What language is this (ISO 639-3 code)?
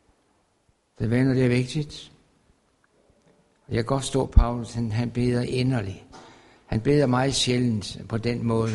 dan